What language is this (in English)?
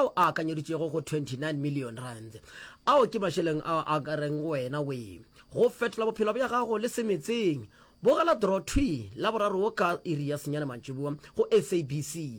Northern Sotho